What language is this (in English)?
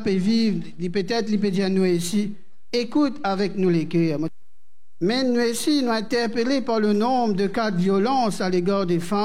Morisyen